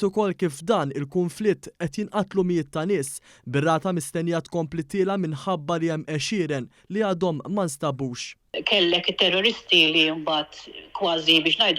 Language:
Maltese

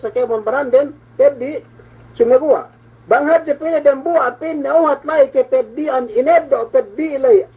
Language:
Yakan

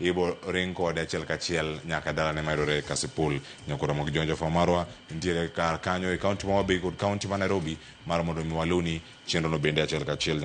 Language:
Luo (Kenya and Tanzania)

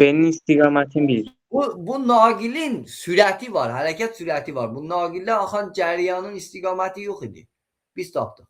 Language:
Azerbaijani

